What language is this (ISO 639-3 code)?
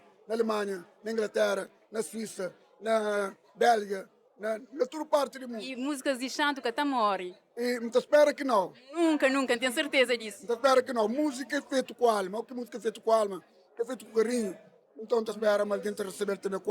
kea